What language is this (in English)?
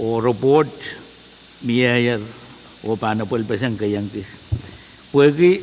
Pohnpeian